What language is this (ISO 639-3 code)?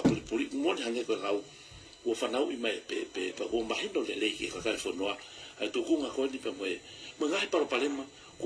ton